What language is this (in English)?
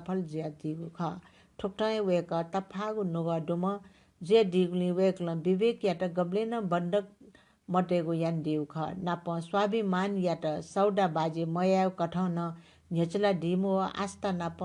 Newari